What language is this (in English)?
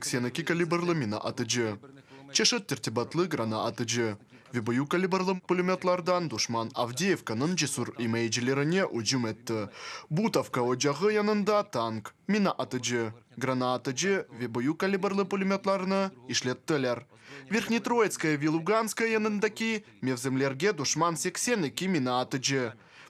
Crimean Tatar